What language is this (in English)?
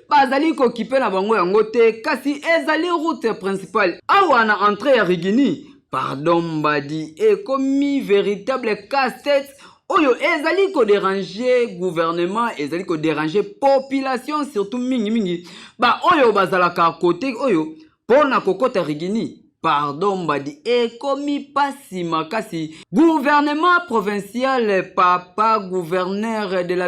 Lingala